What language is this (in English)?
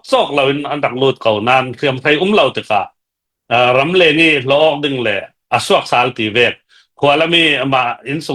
Hakha Chin